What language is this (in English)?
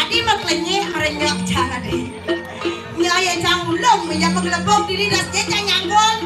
Balinese